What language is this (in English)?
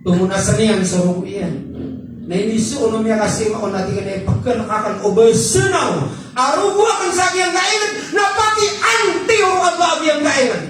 Maranao